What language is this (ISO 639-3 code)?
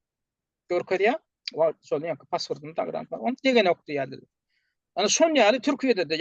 tuk